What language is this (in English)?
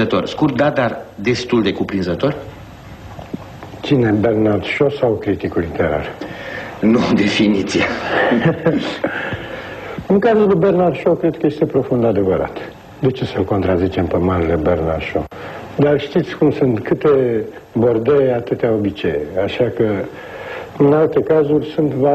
Romanian